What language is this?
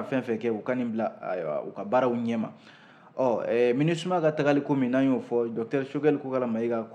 Bambara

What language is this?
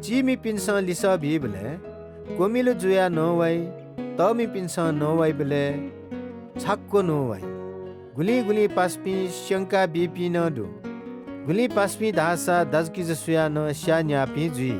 Newari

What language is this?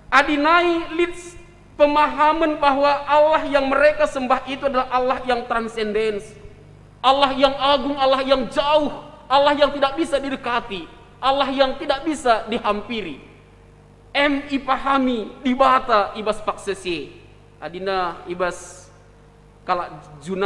Batak Karo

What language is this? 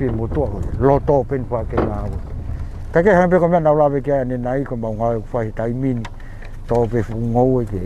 Tongan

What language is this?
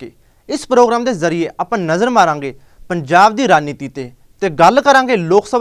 Punjabi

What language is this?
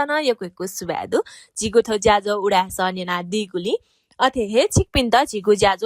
Newari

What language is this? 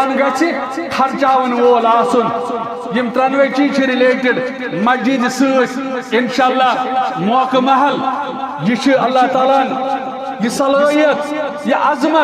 Kashmiri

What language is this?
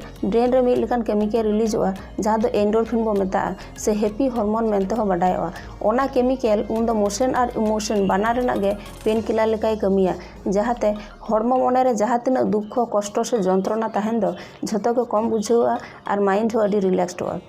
Santali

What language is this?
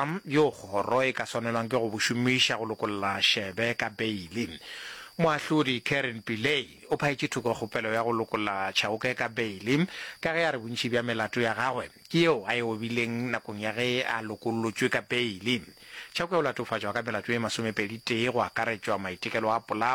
Northern Sotho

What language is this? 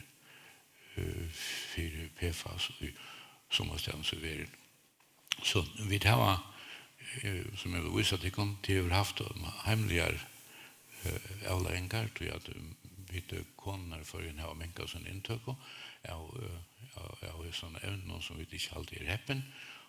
Faroese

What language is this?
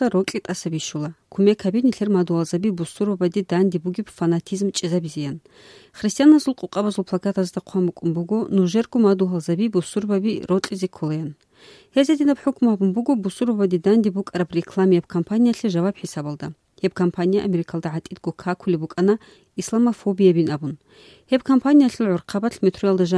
Avaric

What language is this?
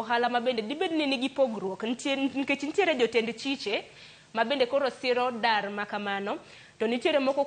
Luo (Kenya and Tanzania)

